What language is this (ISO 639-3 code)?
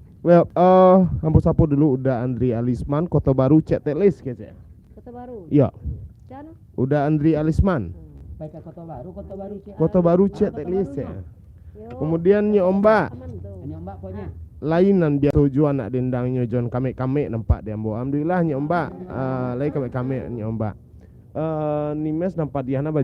min